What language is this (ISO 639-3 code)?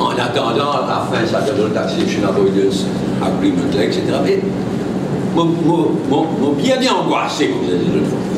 mfe